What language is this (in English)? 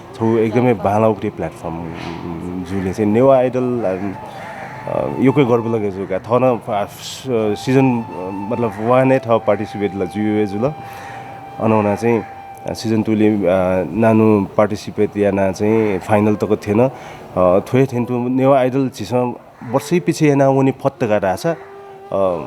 Newari